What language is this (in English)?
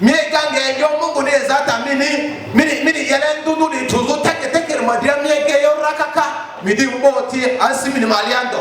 Lugbara